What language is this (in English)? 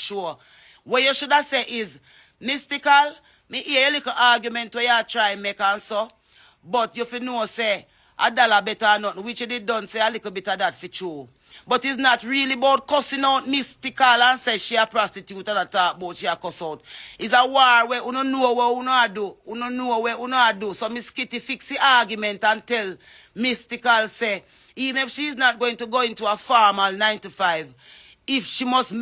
Jamaican Creole English